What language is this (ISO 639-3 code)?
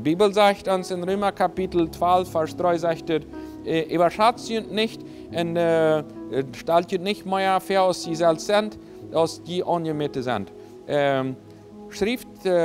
pdt